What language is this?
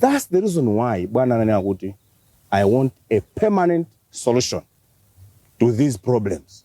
Nyanja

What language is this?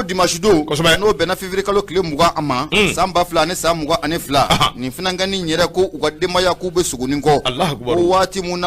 Bambara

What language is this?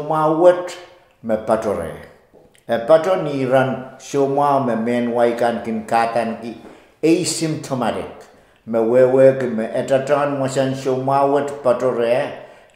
Pohnpeian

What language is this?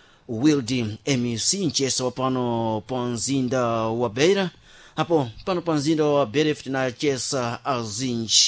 Sena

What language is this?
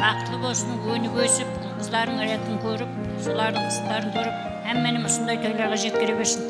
Kara-Kalpak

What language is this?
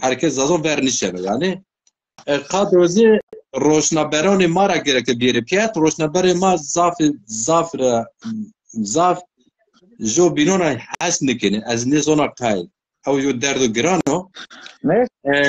Zaza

